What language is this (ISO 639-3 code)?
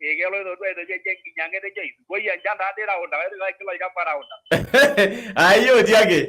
mas